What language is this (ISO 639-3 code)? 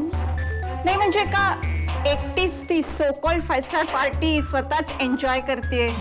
mar